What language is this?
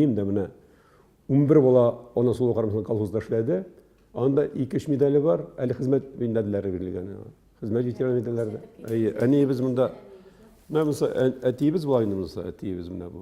Tatar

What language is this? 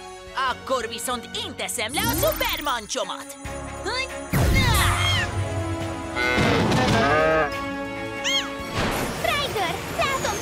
Hungarian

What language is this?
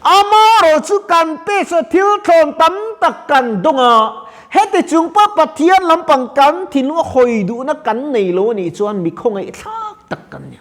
Mizo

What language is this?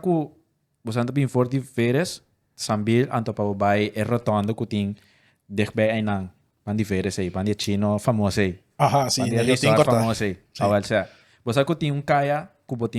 Papiamento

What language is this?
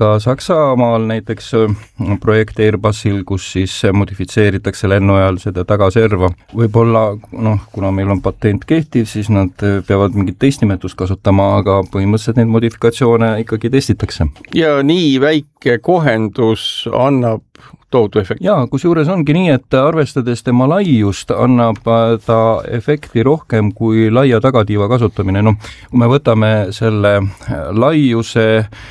Estonian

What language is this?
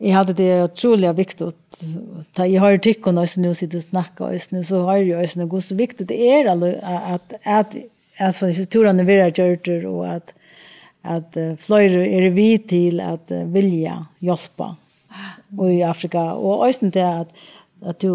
Faroese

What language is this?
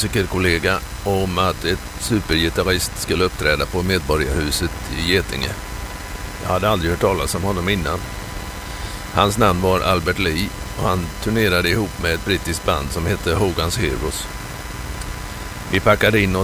Swedish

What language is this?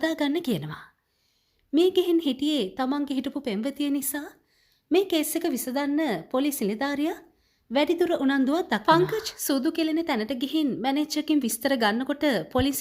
Sinhala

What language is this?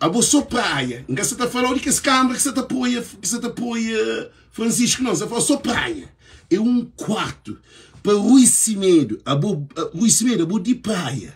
Kabuverdianu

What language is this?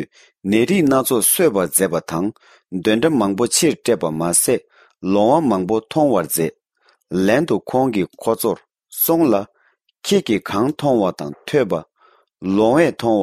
Tibetan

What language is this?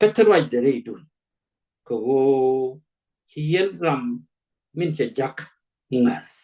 Nuer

